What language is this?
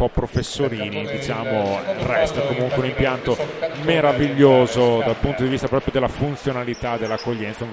Italian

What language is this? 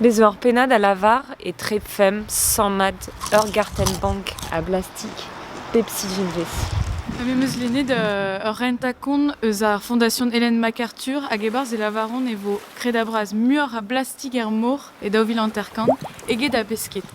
Breton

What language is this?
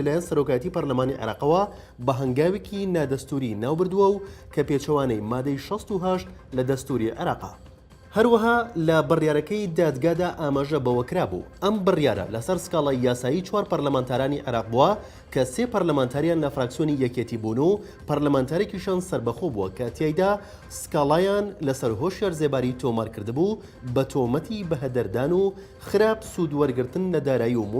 Central Kurdish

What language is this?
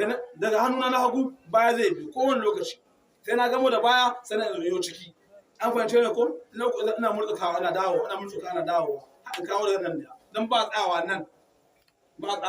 Hausa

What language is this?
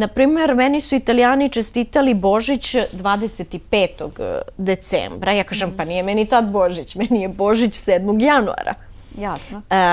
Bosnian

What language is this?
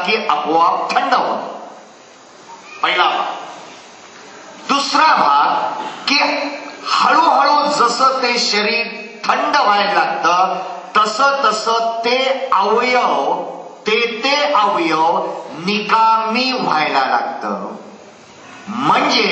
Marathi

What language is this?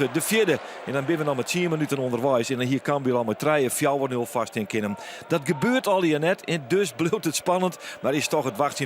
Western Frisian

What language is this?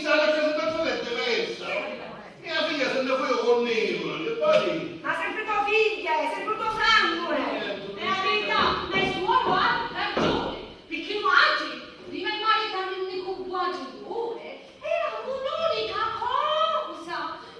Sicilian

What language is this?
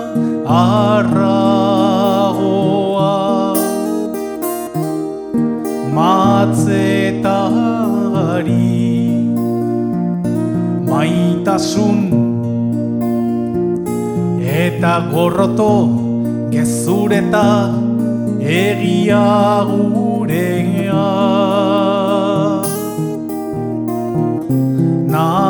Basque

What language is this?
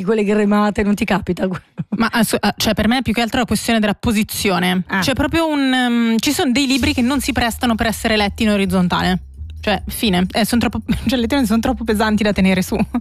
Italian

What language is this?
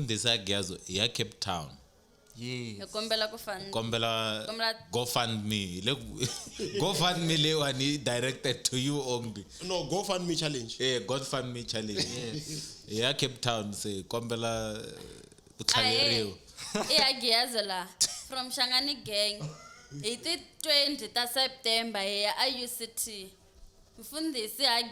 Tsonga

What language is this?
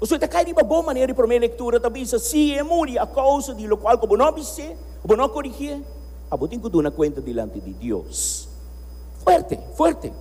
Papiamento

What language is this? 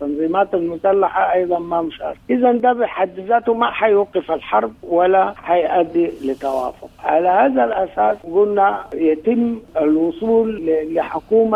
Sudanese Arabic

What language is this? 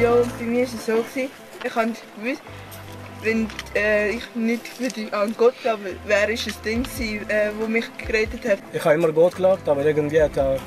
Swiss German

